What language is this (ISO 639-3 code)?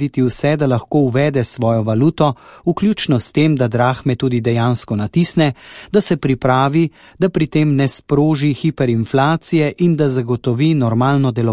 slv